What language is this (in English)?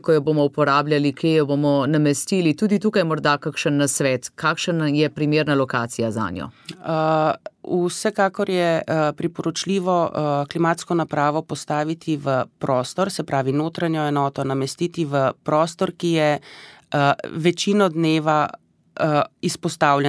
Slovenian